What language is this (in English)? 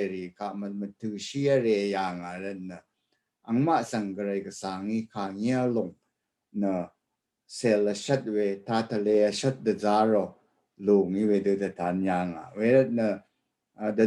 Rawang